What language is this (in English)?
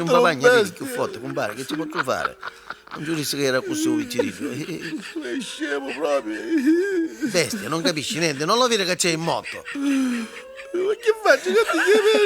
Neapolitan